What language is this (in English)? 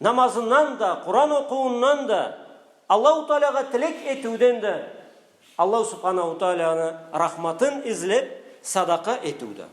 Karachay-Balkar